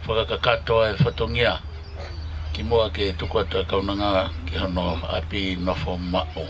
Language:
Tongan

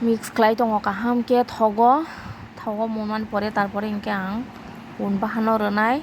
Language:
Kok Borok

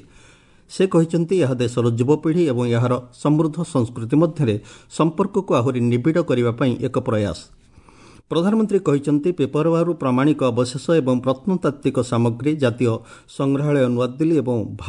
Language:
Odia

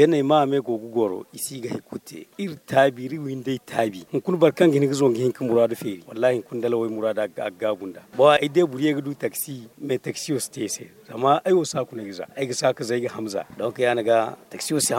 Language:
Zarma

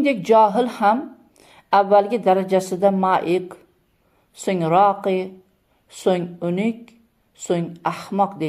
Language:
Uzbek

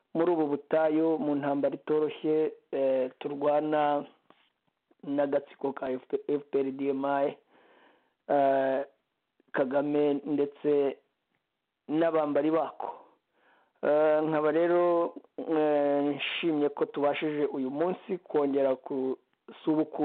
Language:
Kinyarwanda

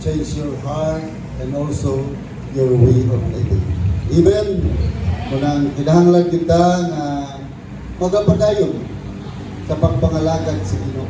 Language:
Cebuano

